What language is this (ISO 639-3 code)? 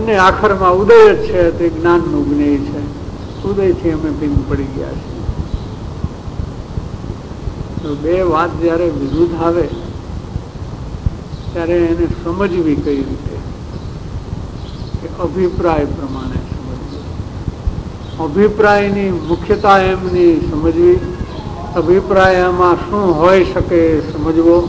guj